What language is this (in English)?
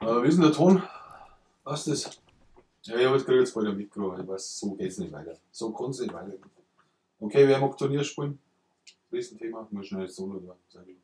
Bavarian